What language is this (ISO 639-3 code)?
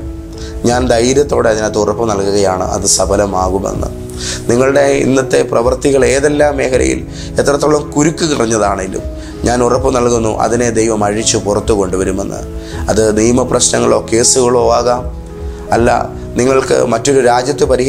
mal